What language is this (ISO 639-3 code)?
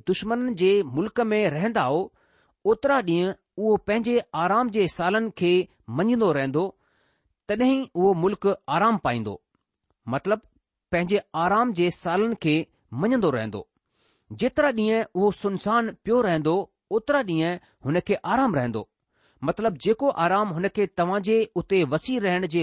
snd